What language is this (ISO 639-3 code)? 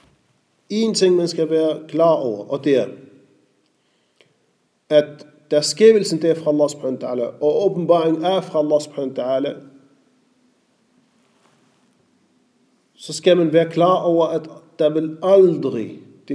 dan